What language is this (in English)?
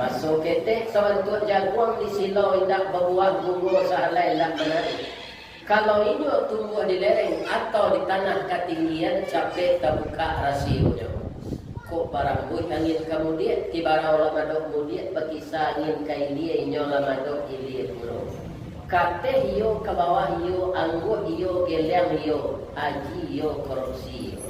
Minangkabau